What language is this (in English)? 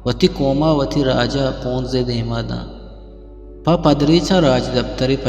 Eastern Balochi